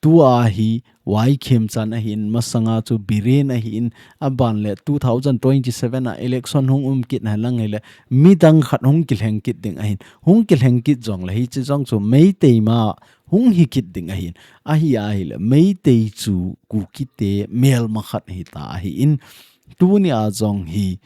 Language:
Thado Chin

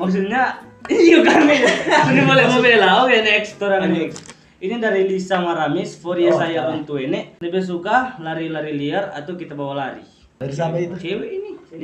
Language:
Manado Malay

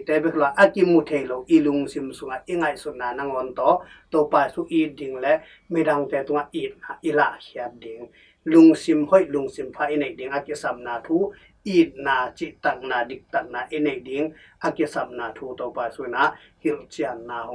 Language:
Tedim Chin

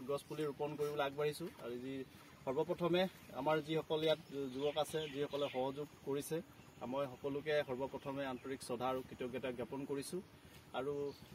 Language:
Assamese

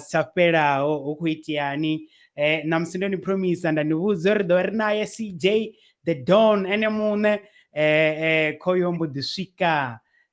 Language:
Venda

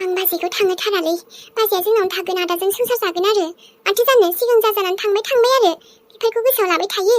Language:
Bodo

